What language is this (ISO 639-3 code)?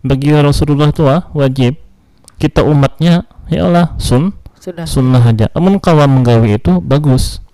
bjn